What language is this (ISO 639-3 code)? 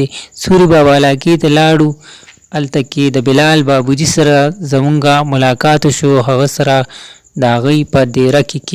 pus